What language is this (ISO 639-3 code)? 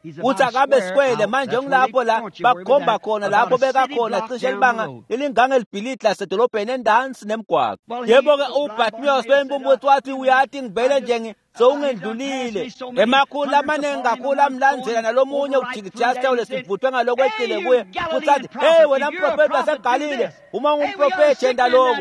ssw